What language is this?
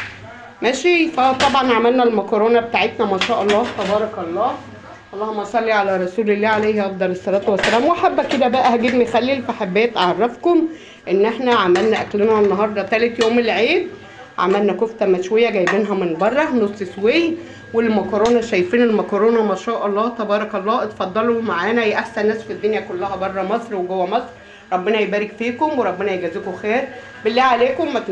Egyptian Arabic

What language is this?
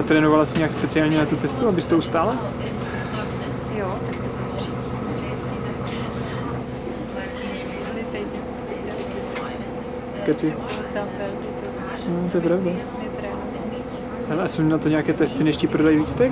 Czech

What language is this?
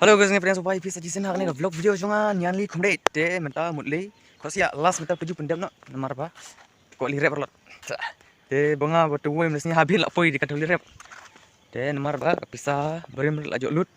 Khasi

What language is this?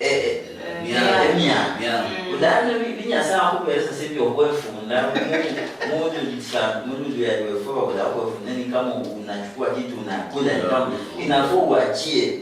Luyia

